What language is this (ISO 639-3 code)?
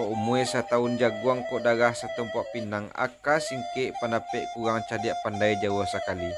min